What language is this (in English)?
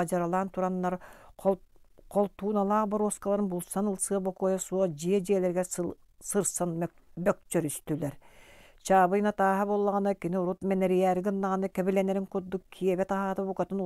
Yakut